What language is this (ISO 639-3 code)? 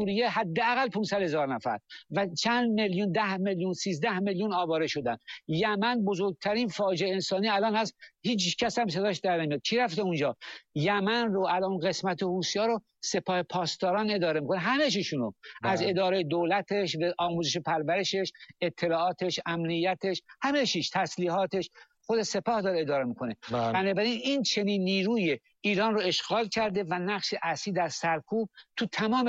fas